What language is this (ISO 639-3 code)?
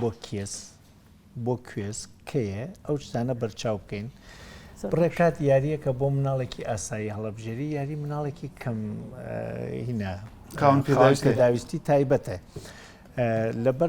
ckb